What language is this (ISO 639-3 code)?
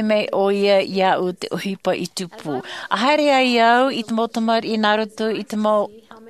tah